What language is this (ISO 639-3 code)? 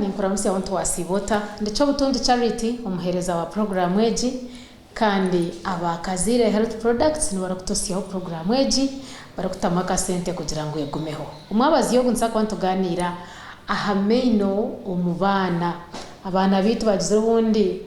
nyn